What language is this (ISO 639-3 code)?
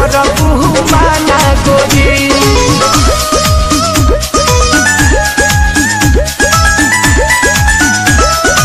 bho